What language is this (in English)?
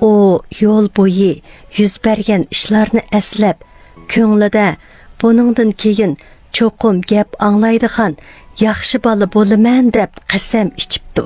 Uyghur